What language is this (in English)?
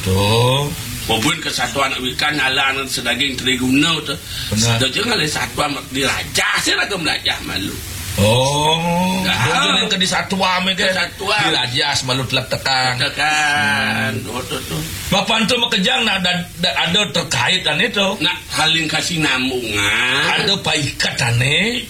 Balinese